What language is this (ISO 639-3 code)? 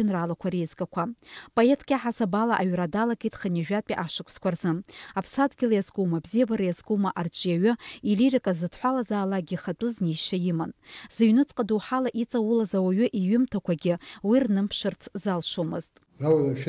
abk